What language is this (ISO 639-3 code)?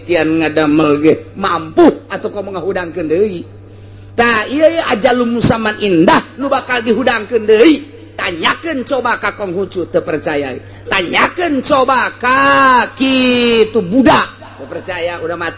sun